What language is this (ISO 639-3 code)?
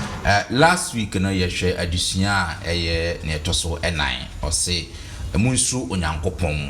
aka